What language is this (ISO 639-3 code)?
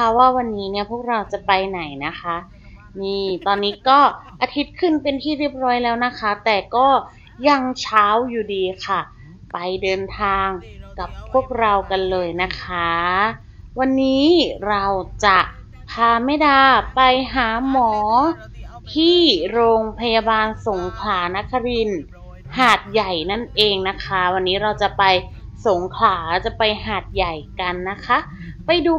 tha